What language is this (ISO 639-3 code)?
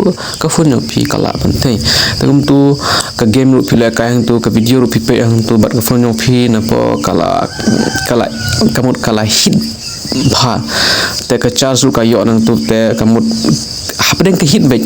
kha